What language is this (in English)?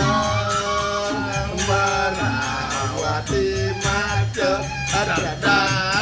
Balinese